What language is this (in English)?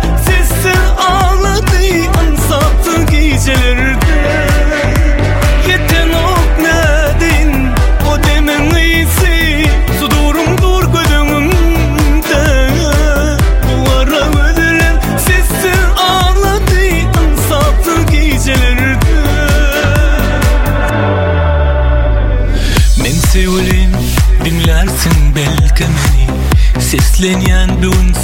Turkish